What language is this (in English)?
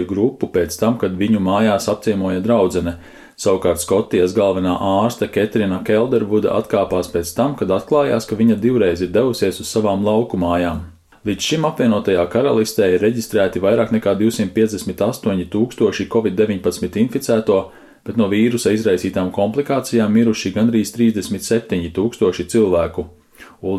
Latvian